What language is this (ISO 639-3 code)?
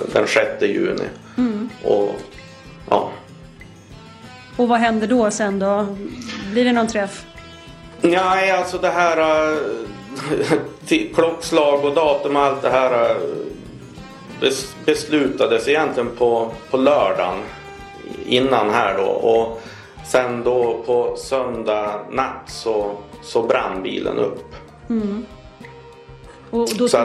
swe